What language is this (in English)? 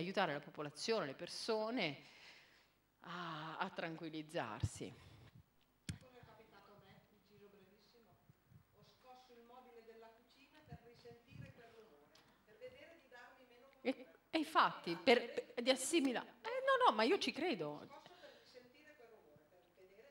Italian